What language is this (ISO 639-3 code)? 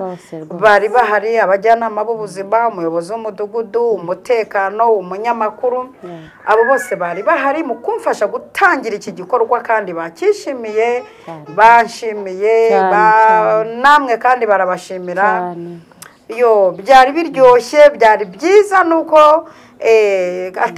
kin